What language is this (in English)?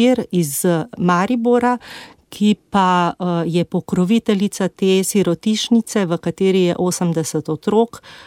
Slovenian